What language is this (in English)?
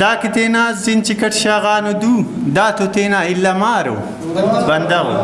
Brahui